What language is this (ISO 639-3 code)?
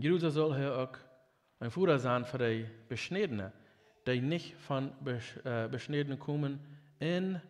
pdt